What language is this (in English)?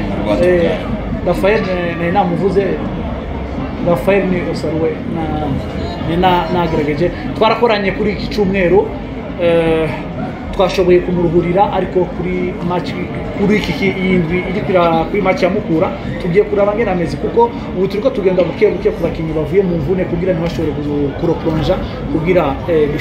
Kinyarwanda